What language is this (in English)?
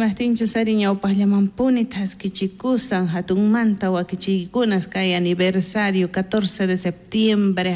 South Bolivian Quechua